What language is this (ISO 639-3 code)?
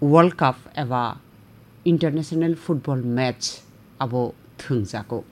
trp